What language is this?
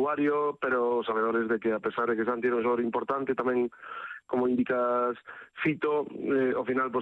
Galician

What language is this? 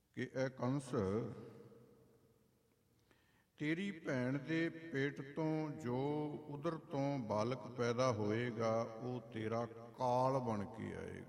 Punjabi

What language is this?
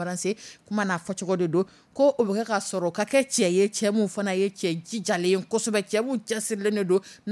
Dyula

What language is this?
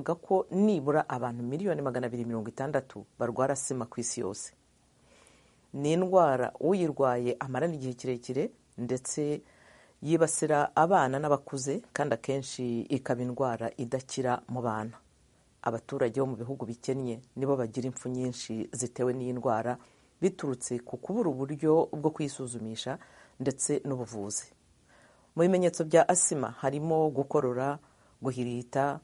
Kinyarwanda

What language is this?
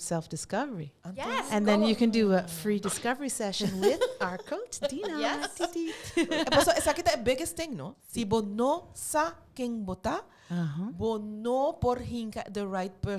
Papiamento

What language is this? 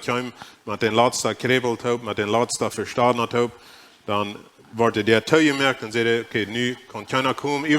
Plautdietsch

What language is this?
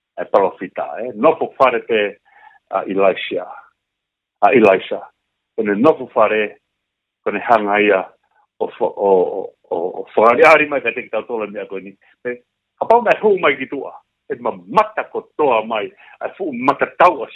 Tongan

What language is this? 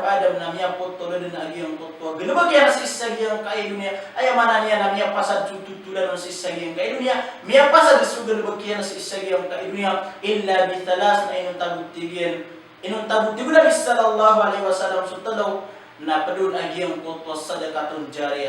Maranao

